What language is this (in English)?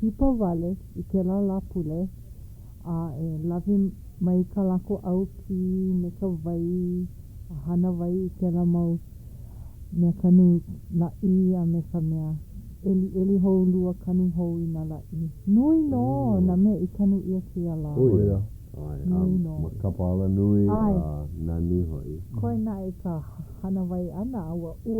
Hawaiian